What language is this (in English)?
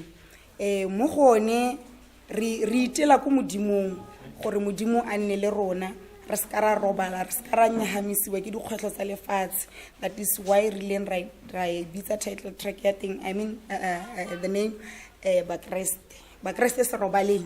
Tswana